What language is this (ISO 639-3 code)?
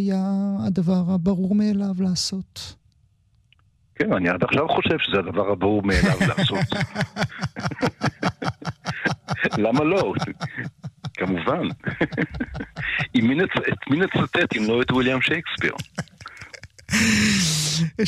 heb